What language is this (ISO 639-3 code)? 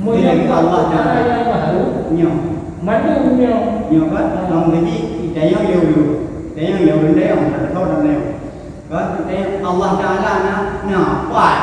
ace